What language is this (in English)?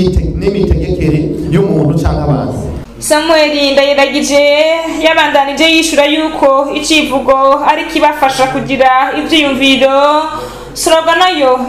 Rundi